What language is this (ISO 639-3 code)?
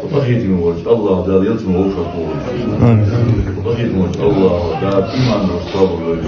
inh